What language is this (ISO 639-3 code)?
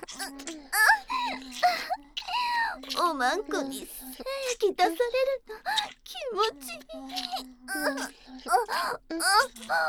jpn